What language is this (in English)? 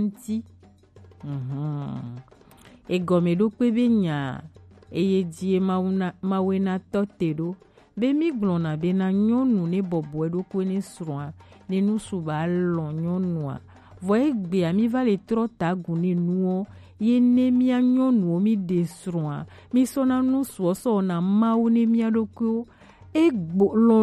Gen